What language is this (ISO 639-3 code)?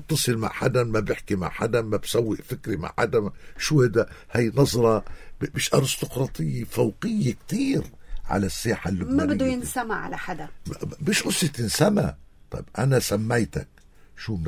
apc